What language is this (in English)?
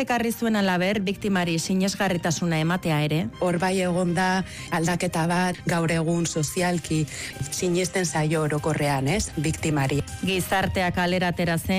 Basque